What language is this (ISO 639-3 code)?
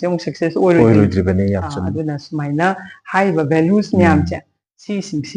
mni